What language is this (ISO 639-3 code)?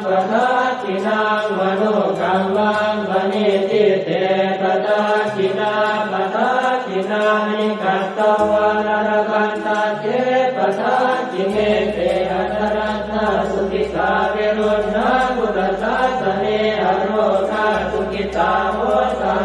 pli